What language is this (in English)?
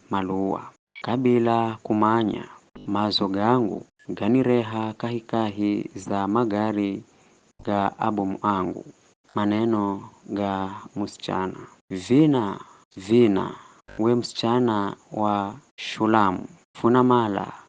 Giryama